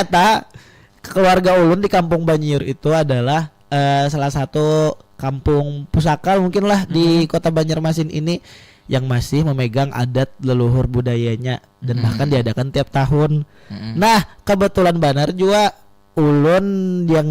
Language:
Banjar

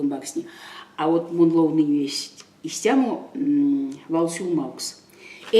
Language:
Erzya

